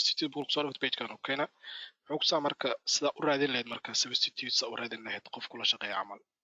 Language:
Somali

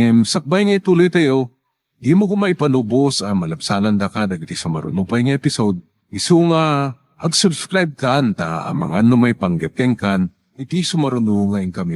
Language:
Iloko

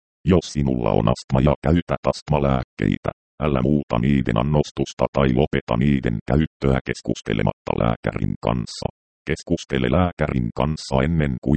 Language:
Finnish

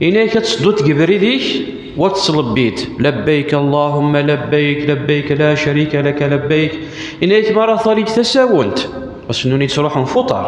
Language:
Kabyle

